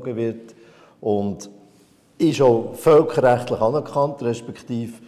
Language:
Swiss German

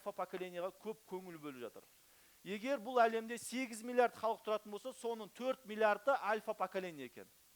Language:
Kazakh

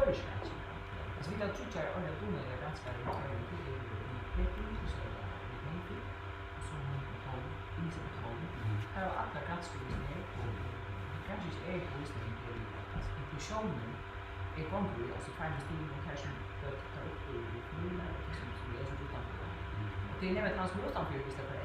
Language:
Faroese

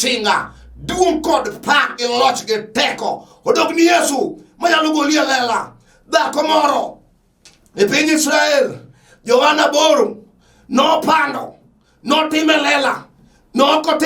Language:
Luo (Kenya and Tanzania)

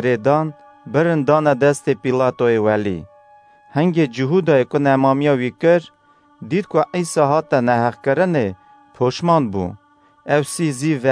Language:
Kurdish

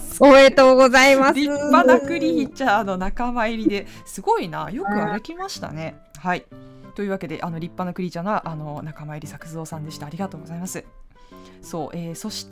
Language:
Japanese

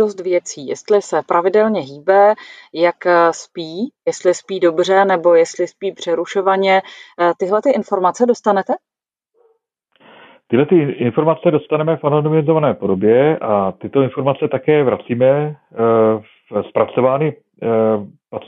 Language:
Czech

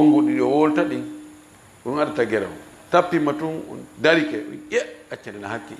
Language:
Fula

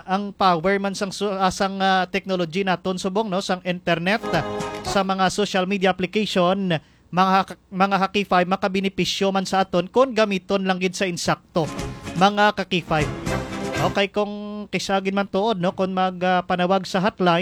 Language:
Hiligaynon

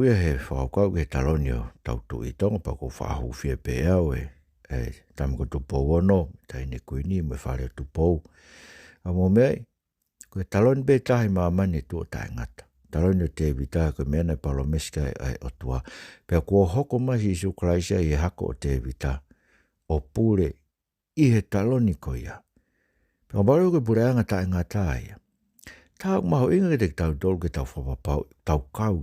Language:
Tongan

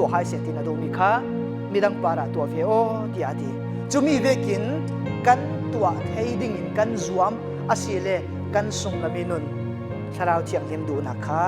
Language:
Falam Chin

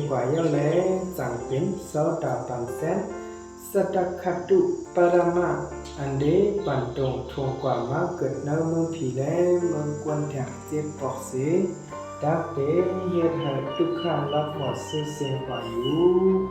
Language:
Shan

